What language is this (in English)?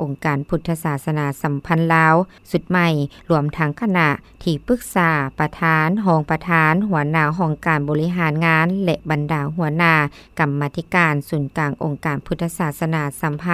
Lao